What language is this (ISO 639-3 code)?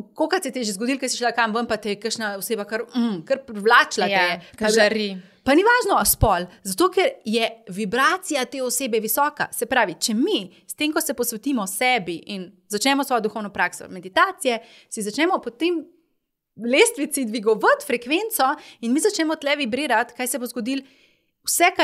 slv